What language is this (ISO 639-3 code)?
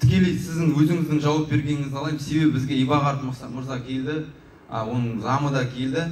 kaz